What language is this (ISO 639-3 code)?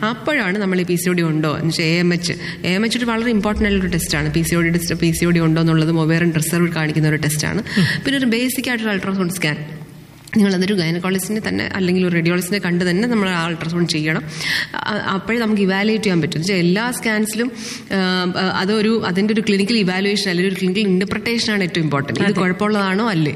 mal